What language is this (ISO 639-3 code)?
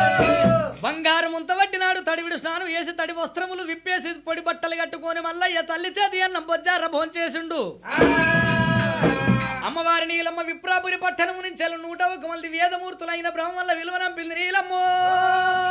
tel